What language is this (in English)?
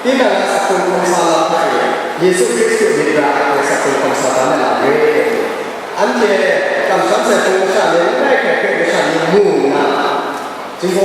Kachin